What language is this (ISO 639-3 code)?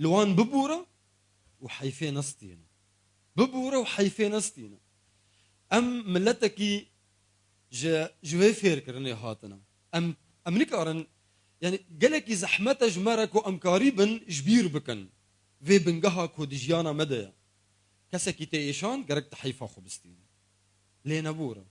kur